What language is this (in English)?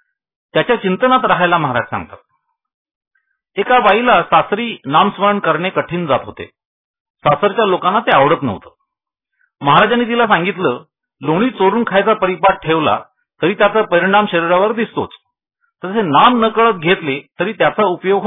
Marathi